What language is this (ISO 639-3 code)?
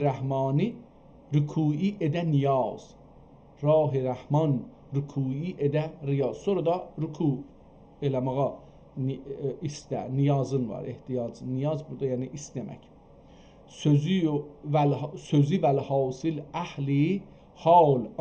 azb